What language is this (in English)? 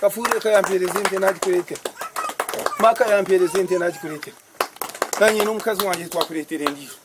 Nyankole